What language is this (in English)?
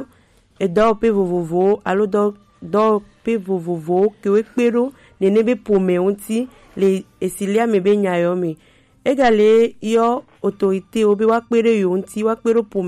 Gen